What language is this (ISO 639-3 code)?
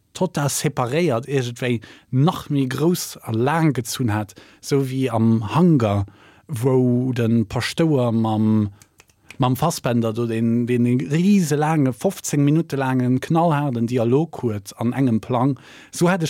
ltz